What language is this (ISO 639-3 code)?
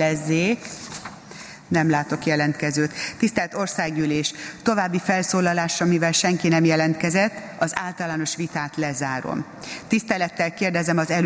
hun